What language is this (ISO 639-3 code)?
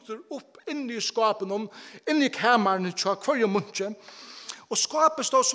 fao